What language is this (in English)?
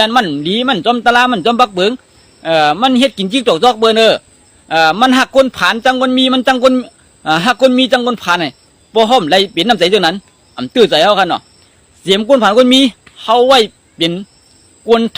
Shan